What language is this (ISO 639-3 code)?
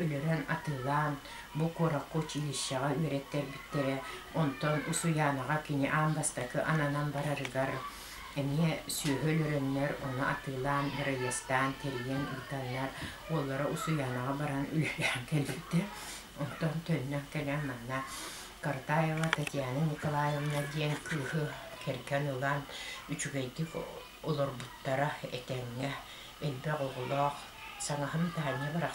sah